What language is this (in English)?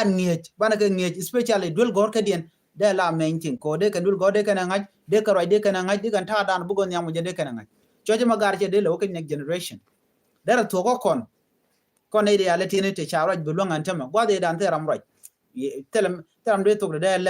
Nuer